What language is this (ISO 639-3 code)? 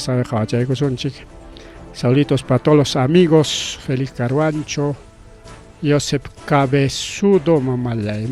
quy